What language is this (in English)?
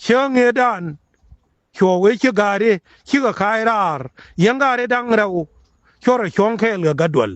Nuer